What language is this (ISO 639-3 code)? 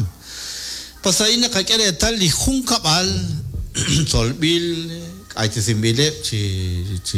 kek